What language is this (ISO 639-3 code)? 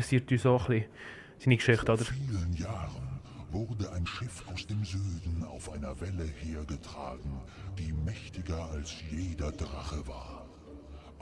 gsw